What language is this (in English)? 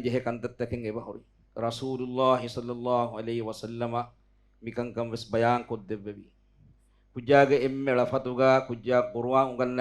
Divehi